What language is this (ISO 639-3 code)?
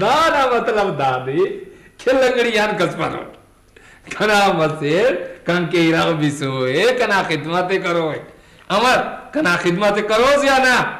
brh